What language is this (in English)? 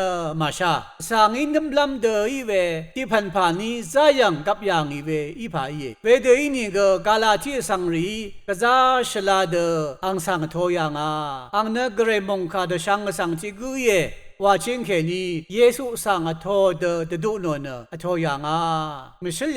Rawang